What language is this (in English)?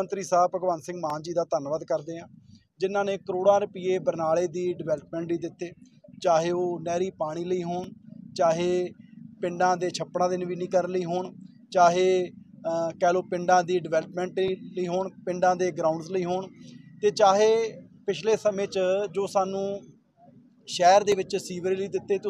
Punjabi